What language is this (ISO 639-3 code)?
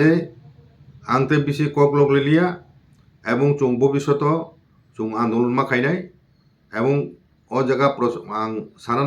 trp